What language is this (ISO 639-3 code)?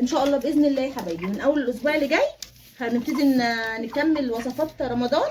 arz